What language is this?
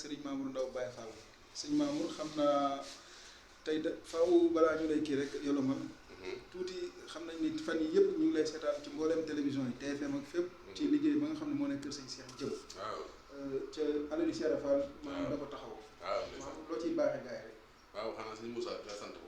Wolof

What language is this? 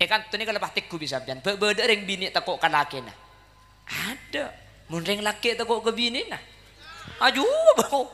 Madurese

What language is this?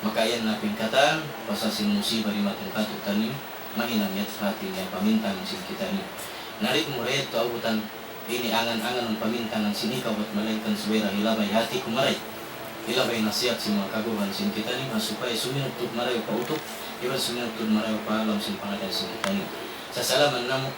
Tausug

